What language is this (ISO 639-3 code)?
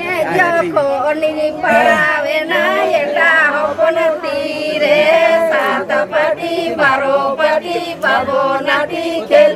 sat